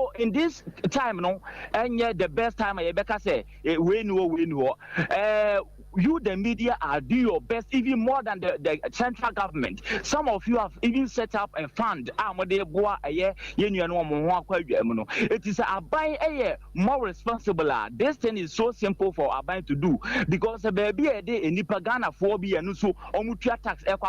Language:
Akan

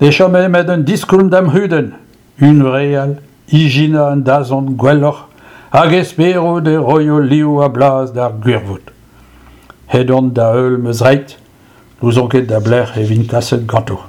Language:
Breton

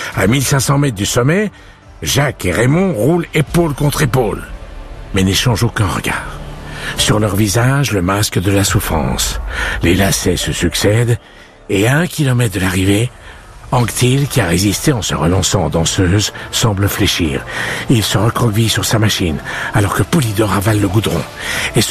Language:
French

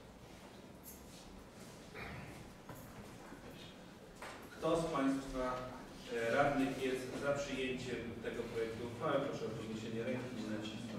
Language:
Polish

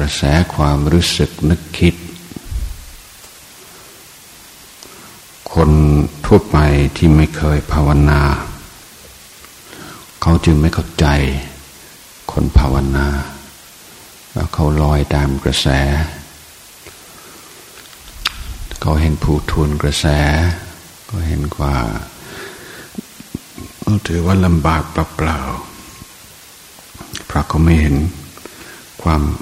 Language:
Thai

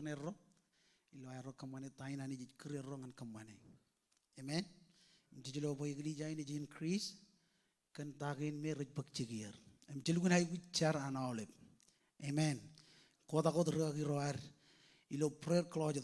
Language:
Marshallese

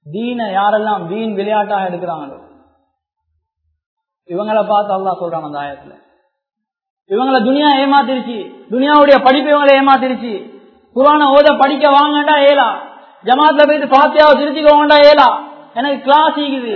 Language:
Tamil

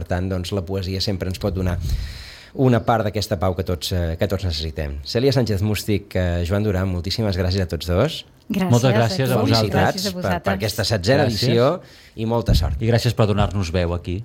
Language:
Catalan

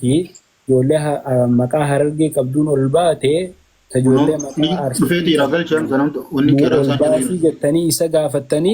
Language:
Oromo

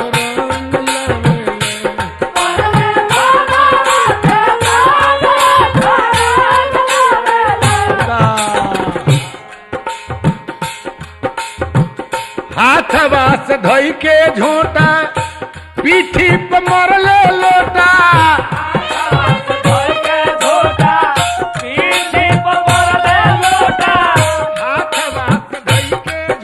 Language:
Bhojpuri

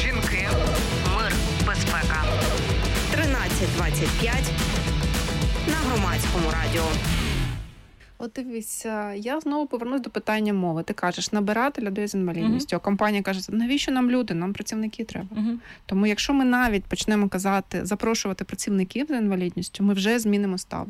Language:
Ukrainian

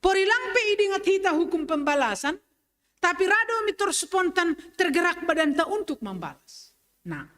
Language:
Batak Simalungun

